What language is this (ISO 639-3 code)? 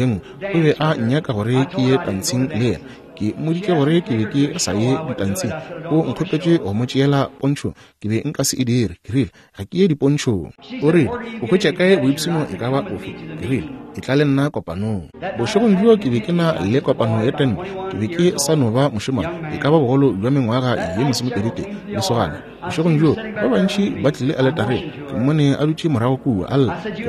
nso